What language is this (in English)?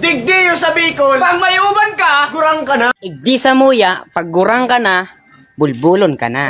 Bikol